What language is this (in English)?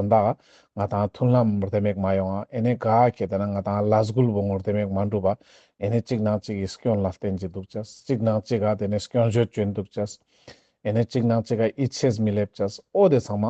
Ladakhi